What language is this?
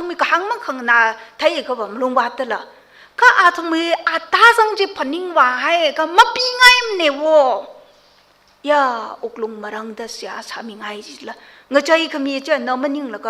Tangkhul Naga (India)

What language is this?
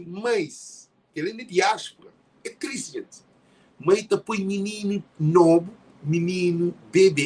Kabuverdianu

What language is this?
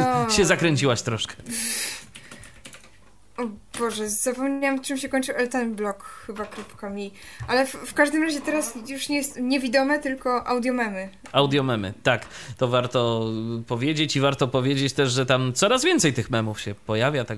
Polish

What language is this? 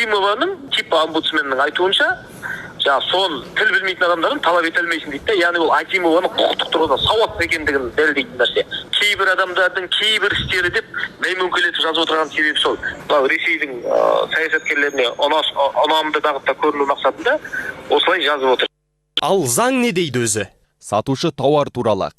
Kazakh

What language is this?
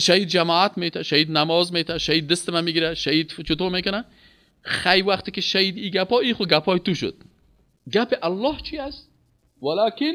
Persian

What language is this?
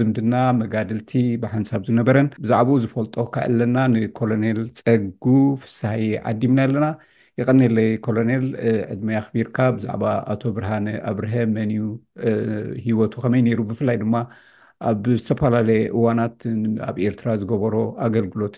Tigrinya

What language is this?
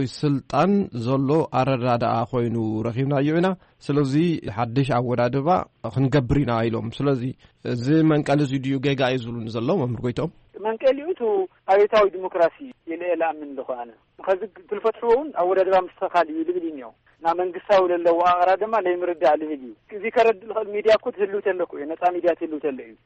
Tigrinya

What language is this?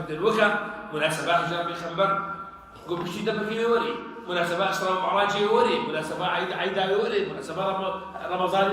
Kurdish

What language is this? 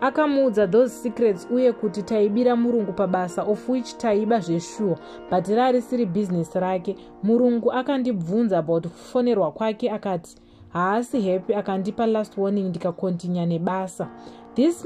Shona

